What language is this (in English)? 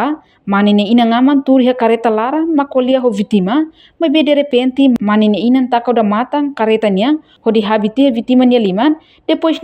Tetum